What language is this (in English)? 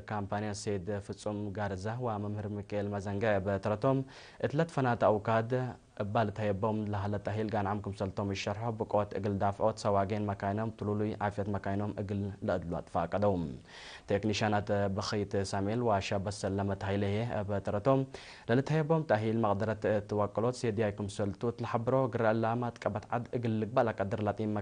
Tigre